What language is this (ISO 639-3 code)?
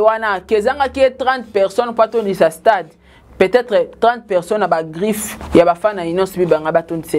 lin